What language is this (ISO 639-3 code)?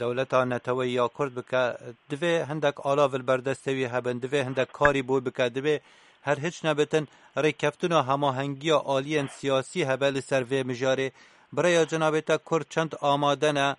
kur